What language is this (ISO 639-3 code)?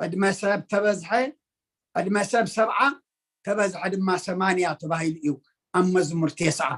tir